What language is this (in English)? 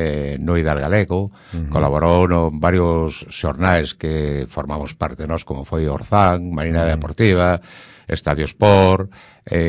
Galician